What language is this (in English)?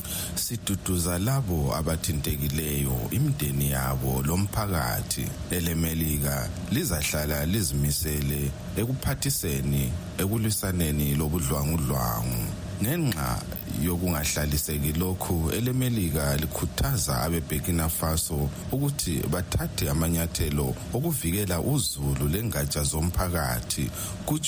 North Ndebele